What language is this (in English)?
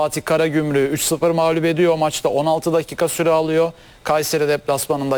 Turkish